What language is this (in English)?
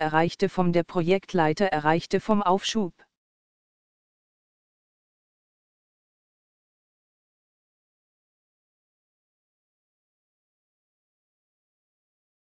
Romanian